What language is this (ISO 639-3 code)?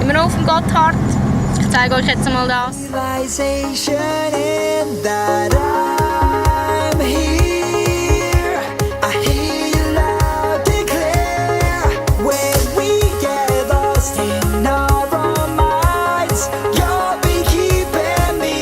gsw